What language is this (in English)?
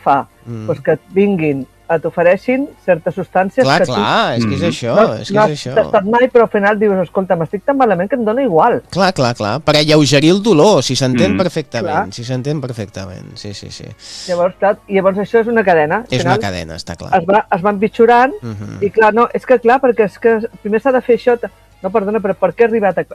Catalan